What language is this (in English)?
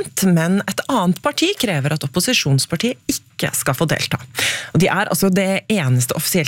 Norwegian